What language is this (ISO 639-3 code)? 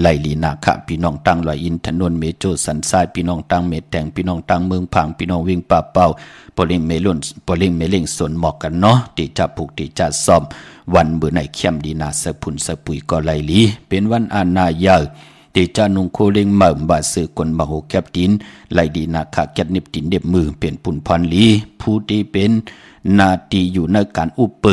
shn